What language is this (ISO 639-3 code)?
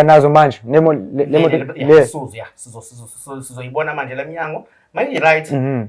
zul